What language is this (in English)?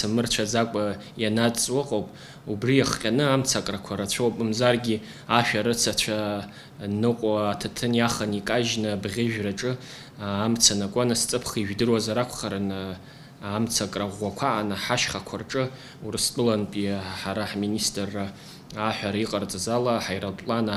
Abkhazian